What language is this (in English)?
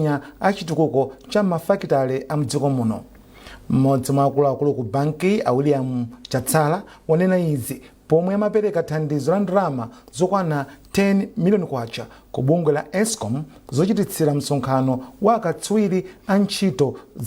Nyanja